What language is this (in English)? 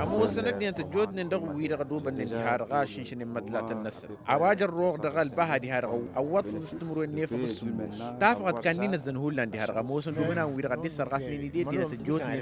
Tamasheq